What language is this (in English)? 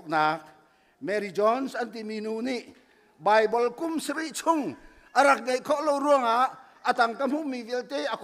Hakha Chin